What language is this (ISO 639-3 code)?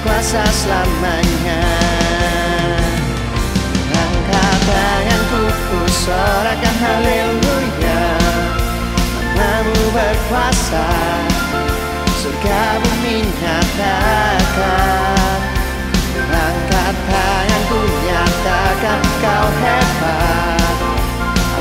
ind